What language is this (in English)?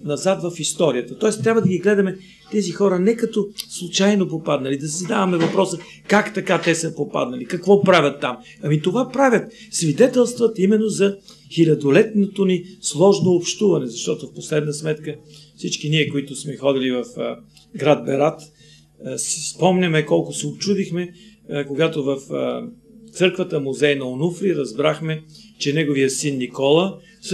Bulgarian